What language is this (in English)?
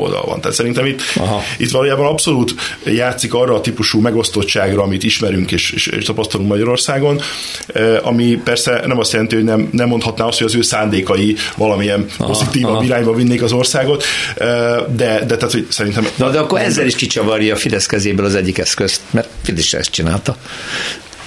Hungarian